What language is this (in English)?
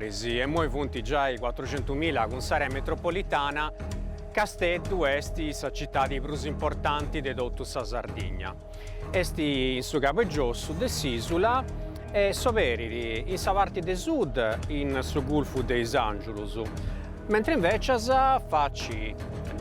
Sardinian